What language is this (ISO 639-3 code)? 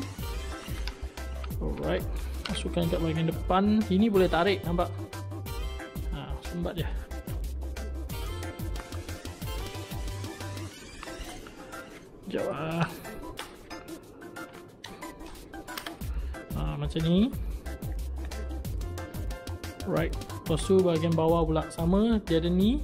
msa